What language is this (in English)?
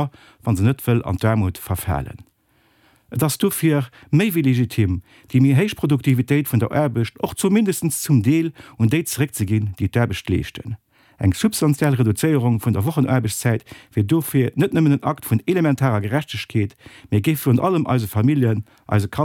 Luxembourgish